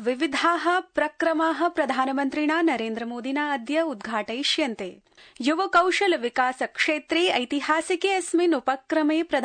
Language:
Sanskrit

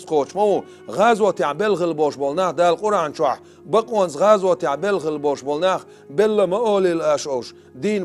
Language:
Chechen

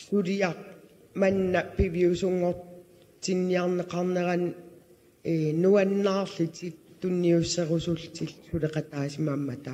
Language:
Kalaallisut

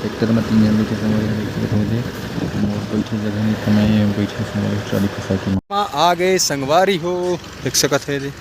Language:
Chhattisgarhi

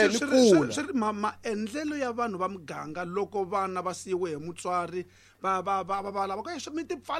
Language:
Tsonga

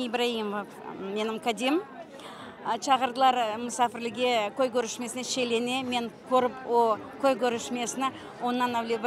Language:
Crimean Tatar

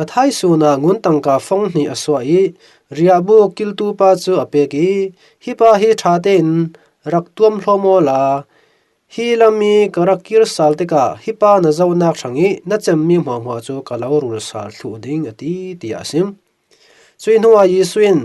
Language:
Falam Chin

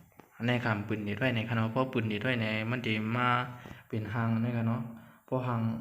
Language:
Shan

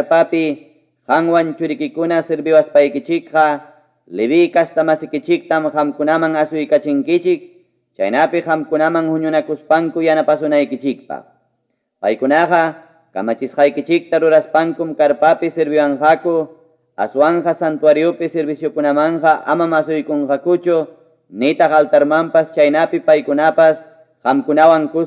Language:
Ayacucho Quechua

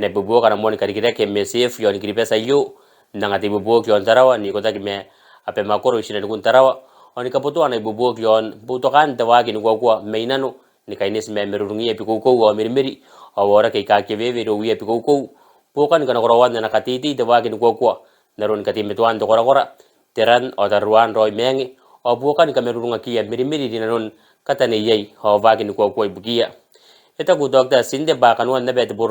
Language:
Gilbertese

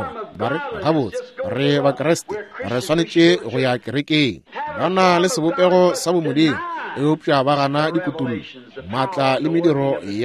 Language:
Northern Sotho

